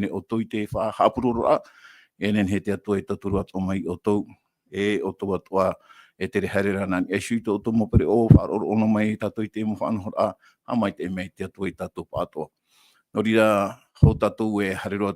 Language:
Tahitian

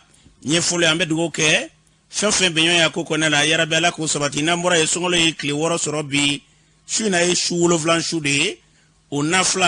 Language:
Bambara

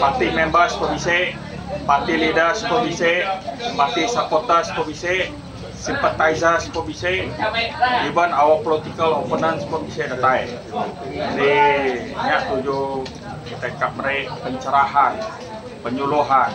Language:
Iban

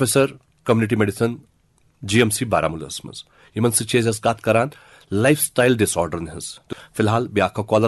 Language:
Kashmiri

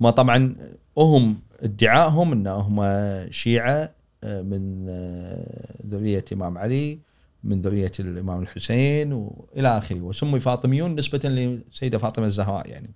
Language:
Gulf Arabic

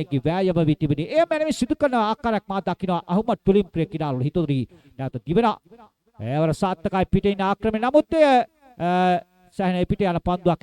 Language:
Sinhala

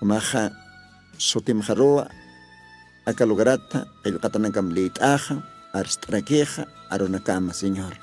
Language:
Aymara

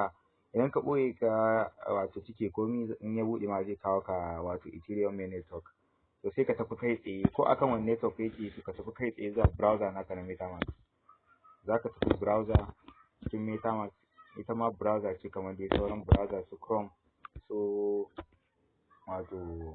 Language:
Hausa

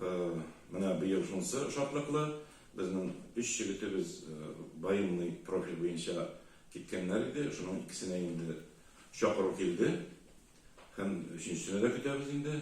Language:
Tatar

